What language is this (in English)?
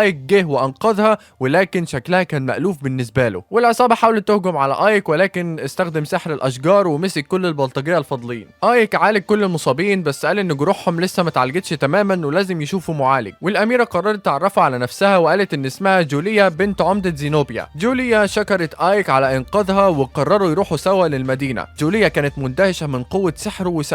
Egyptian Arabic